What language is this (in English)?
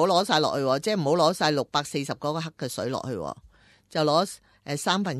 Cantonese